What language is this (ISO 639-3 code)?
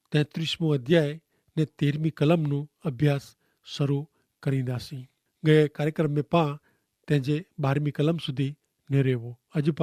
kfr